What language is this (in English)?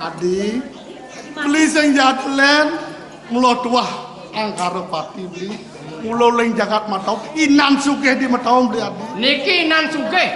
Balinese